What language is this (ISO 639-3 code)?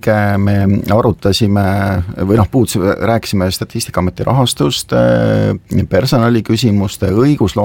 est